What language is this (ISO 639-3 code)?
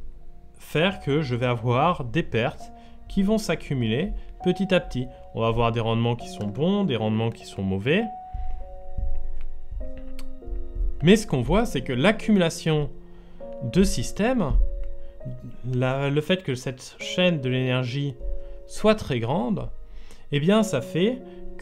fra